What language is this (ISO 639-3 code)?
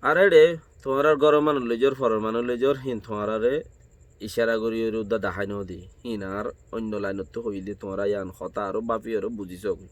rhg